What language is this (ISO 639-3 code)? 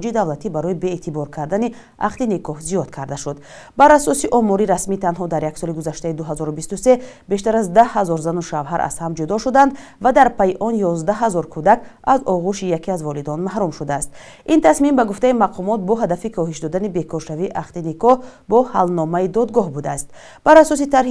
tgk